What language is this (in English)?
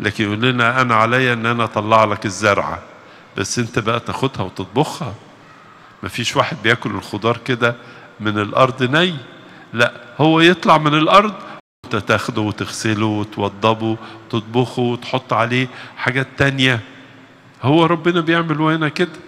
Egyptian Arabic